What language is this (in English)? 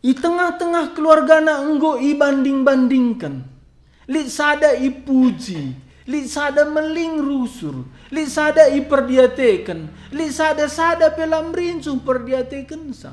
Batak Karo